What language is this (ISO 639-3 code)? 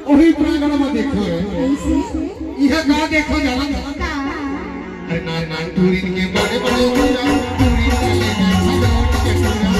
hne